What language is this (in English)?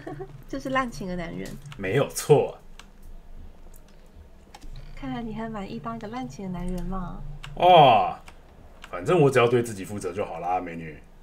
Chinese